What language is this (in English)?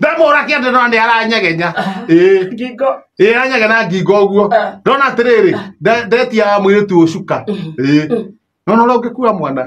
Kikuyu